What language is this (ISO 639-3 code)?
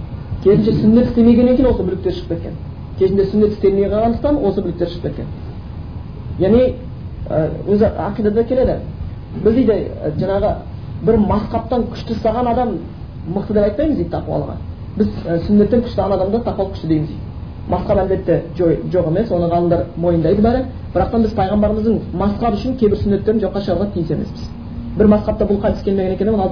kaz